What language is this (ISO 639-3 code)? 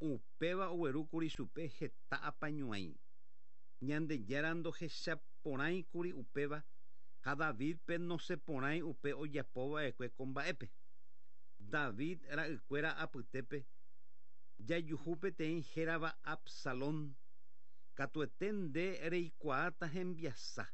grn